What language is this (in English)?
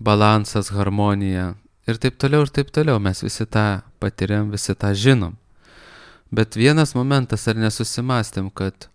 Lithuanian